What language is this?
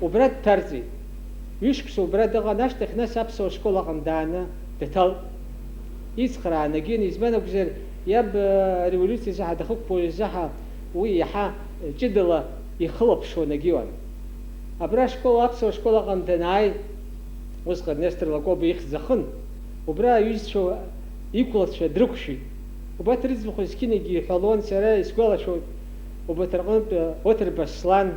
Abkhazian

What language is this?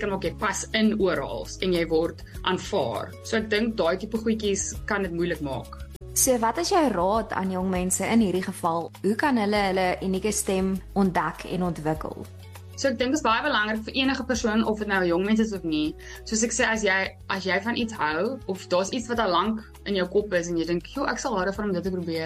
Afrikaans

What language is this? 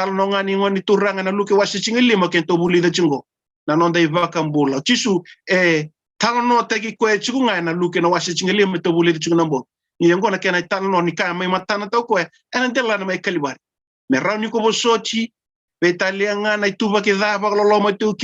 Fijian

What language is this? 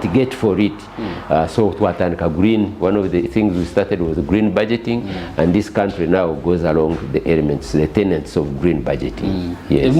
Nyankole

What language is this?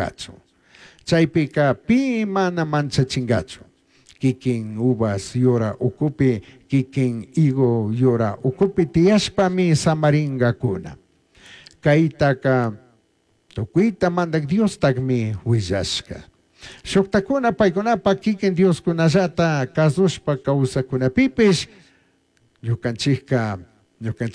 Chimborazo Highland Quichua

